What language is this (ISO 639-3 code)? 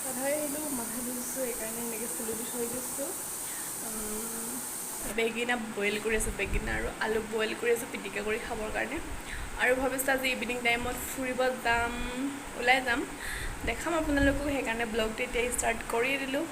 asm